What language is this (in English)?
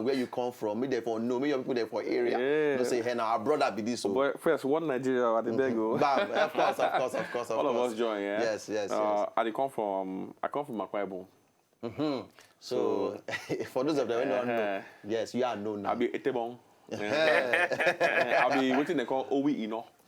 Nigerian Pidgin